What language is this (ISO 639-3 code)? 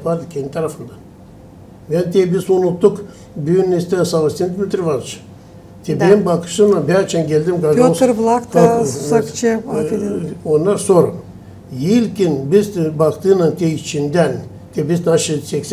gag